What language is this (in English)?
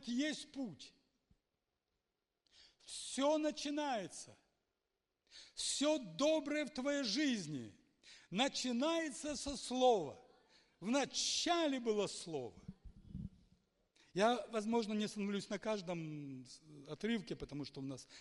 Russian